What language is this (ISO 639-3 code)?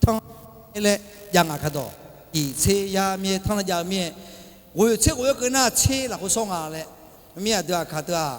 ahk